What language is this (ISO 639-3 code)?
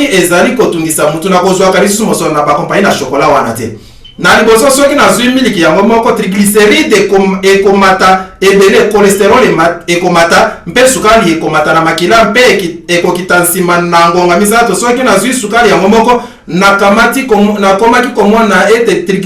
lin